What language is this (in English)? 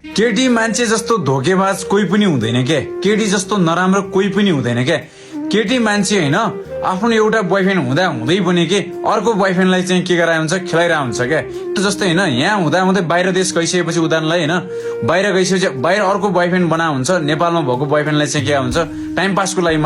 Nepali